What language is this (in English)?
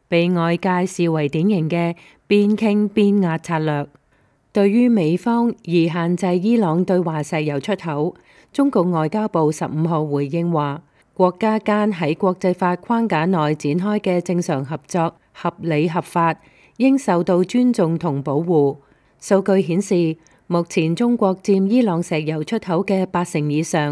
Cantonese